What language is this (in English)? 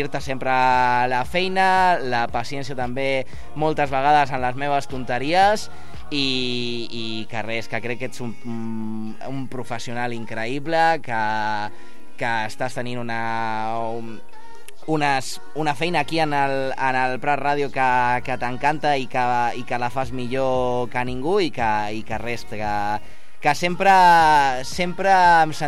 Catalan